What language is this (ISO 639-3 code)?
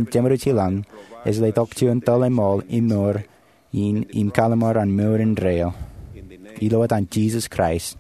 mah